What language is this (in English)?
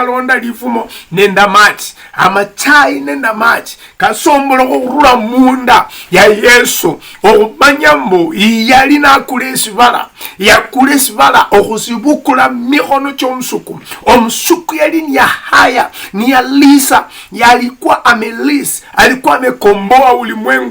Luyia